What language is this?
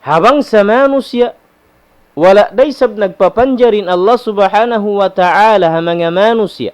Tausug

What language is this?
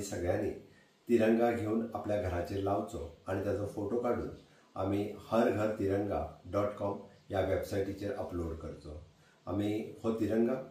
Konkani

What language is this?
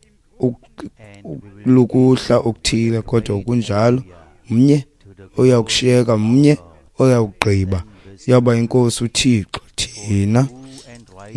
Xhosa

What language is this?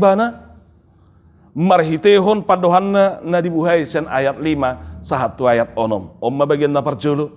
Batak Toba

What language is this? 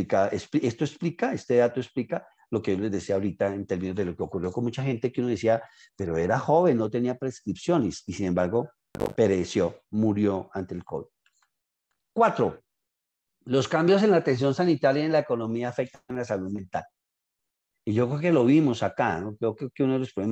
Spanish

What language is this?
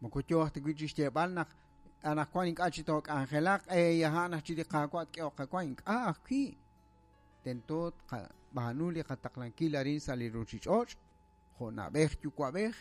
Kekchí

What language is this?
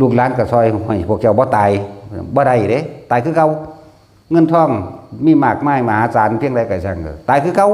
Northeastern Thai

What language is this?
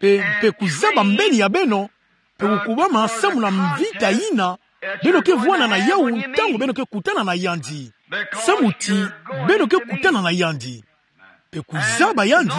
Kituba (Democratic Republic of Congo)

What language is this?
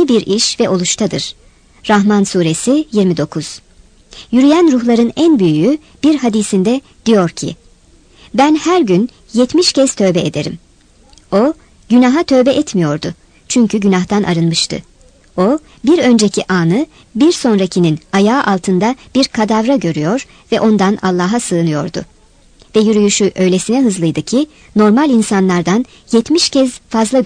Turkish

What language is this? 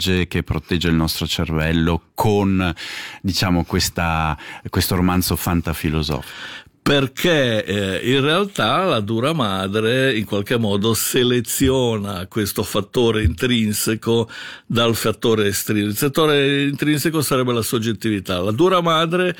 Italian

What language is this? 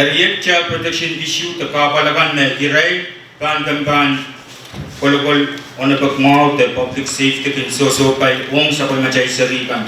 Pohnpeian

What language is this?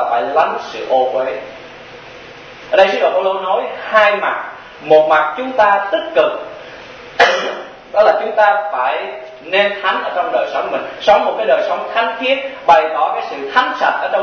Vietnamese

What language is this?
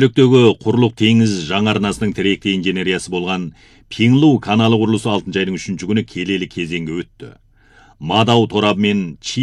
Kazakh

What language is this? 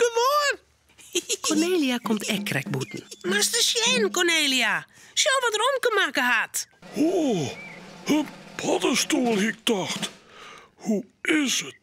Western Frisian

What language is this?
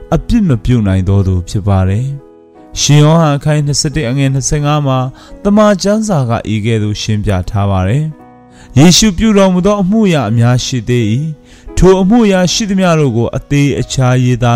Burmese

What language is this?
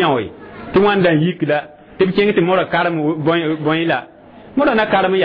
Mossi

